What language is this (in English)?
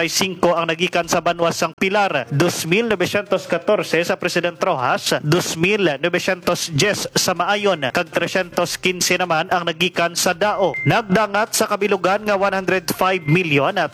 Hiligaynon